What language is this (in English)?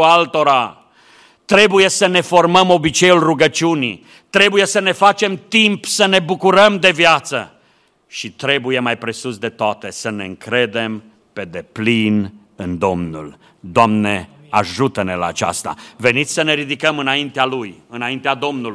Romanian